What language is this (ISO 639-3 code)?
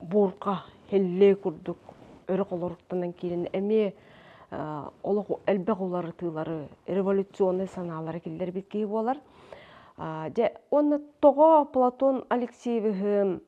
sah